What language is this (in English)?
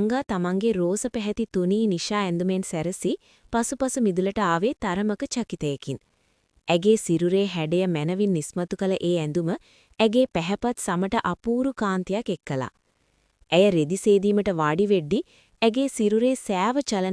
Sinhala